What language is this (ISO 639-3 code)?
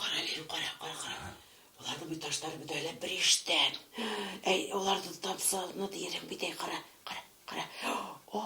bak